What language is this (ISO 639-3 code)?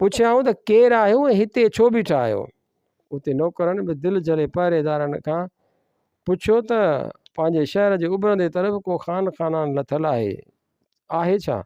snd